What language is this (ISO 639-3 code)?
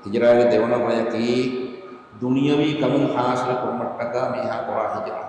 div